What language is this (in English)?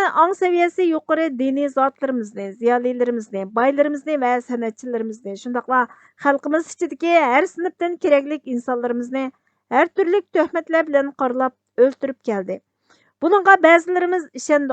Uyghur